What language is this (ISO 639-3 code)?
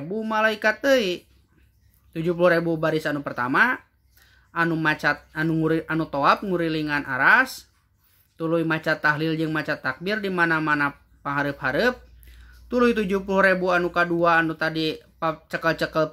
sun